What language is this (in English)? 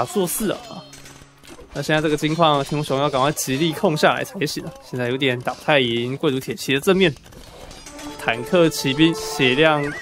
Chinese